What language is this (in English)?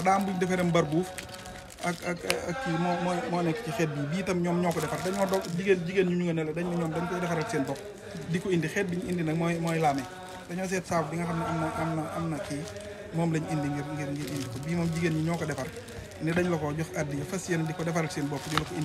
Wolof